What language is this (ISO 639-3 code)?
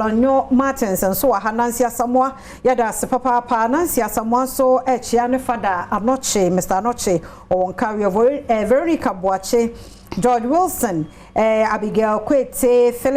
aka